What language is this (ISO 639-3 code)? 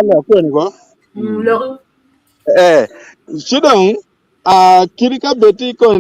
ach